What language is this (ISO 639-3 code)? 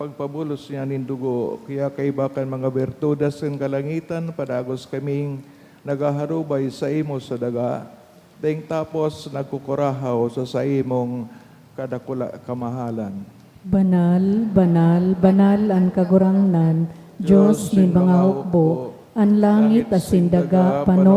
bik